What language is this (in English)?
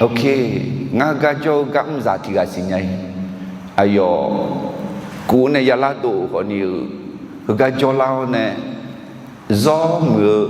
Akha